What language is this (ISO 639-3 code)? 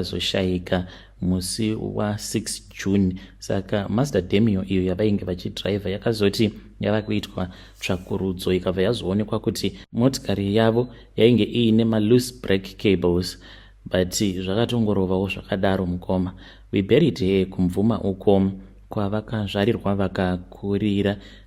sna